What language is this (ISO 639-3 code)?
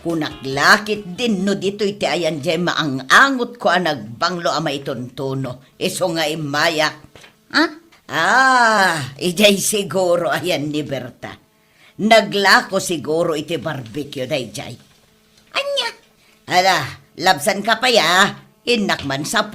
ilo